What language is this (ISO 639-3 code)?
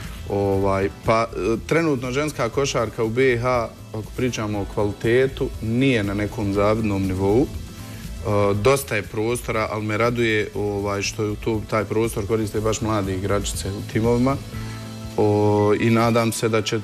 bos